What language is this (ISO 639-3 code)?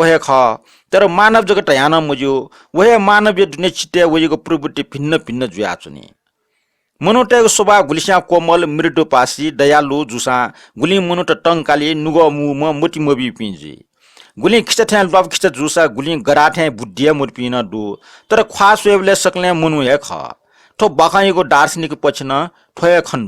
new